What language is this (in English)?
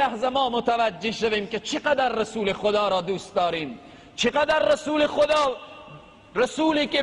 Tajik